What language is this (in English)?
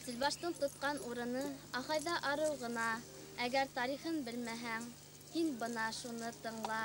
Bashkir